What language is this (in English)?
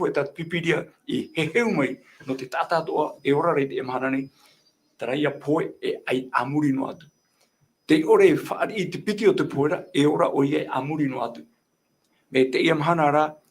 Tahitian